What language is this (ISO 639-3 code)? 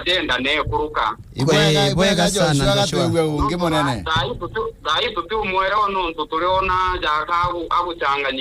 mer